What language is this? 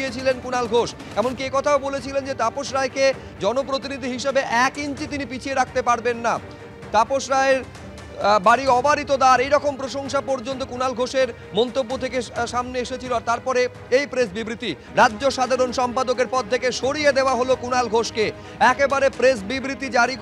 Bangla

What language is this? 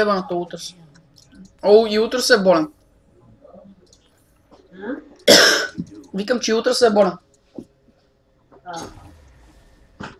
Bulgarian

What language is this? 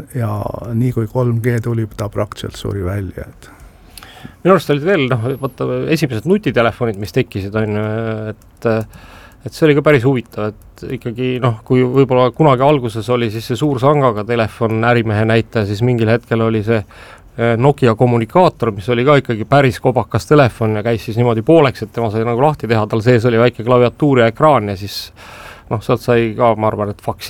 Estonian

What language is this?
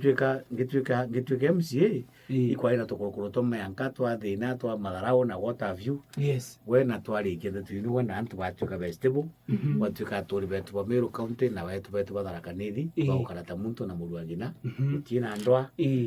Meru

